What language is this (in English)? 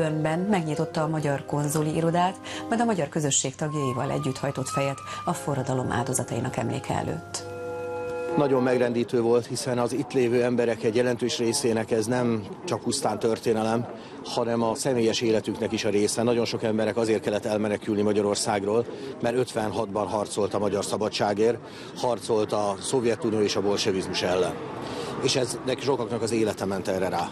Hungarian